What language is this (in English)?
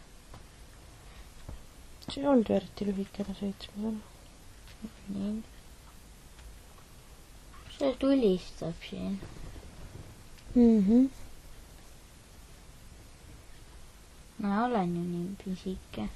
Estonian